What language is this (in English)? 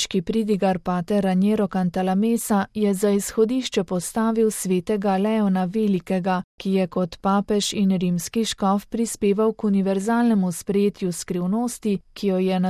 Slovenian